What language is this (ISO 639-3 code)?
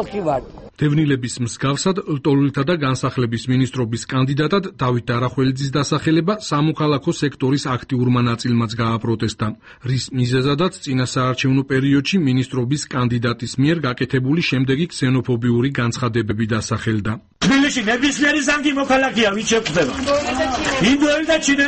kat